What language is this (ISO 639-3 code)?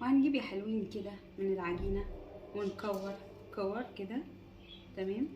arz